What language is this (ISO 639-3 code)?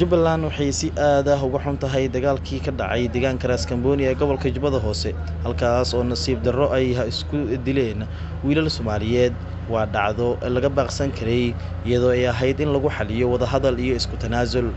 som